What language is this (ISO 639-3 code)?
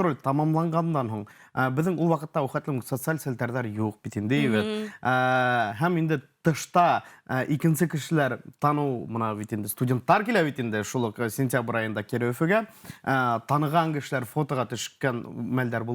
bak